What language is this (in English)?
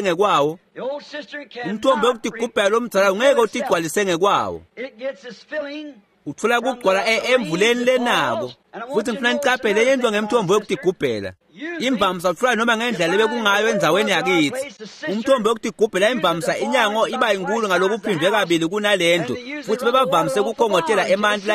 Swati